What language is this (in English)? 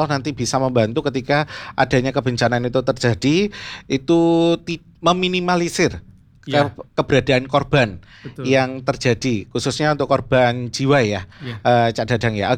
Indonesian